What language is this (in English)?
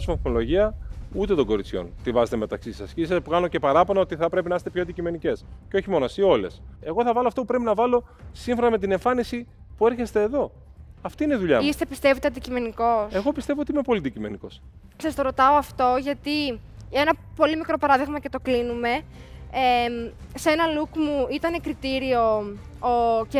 Greek